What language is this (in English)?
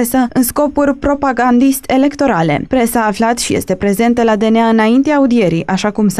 Romanian